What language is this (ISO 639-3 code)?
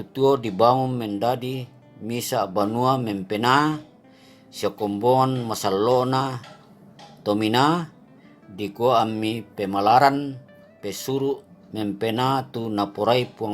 sda